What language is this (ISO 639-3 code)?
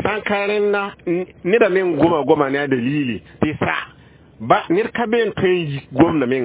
mos